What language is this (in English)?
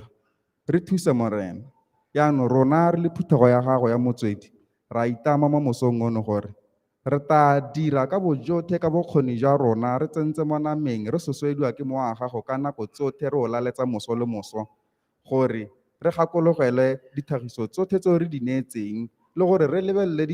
Tswana